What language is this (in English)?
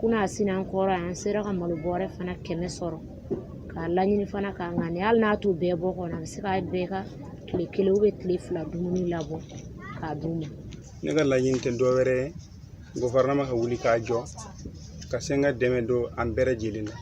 Bambara